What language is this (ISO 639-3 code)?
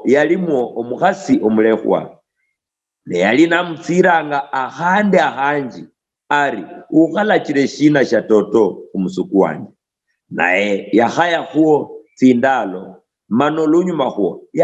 luy